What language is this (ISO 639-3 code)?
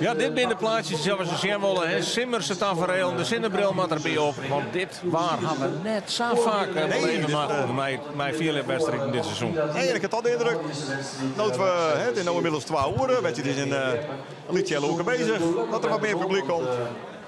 fry